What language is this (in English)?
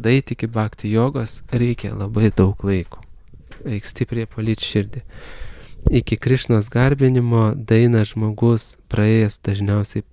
Lithuanian